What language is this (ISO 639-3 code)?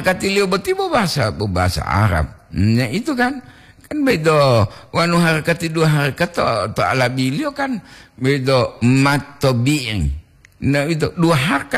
gor